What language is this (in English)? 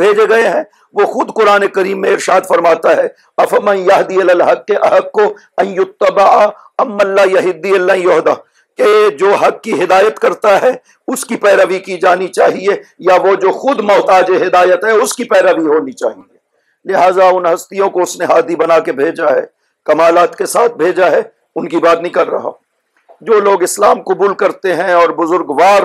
Urdu